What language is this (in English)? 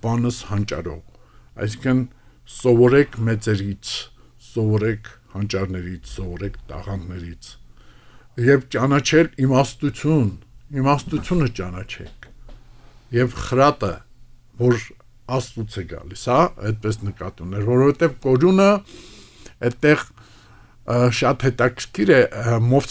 Armenian